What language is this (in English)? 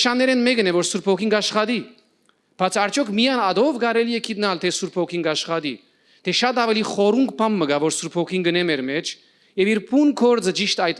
Western Armenian